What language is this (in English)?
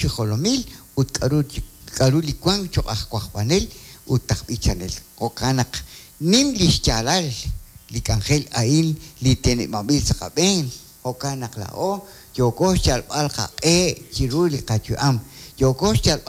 Kekchí